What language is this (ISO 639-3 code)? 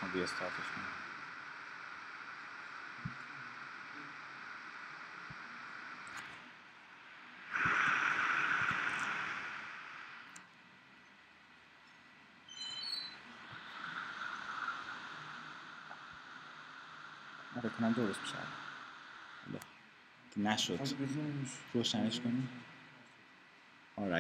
fas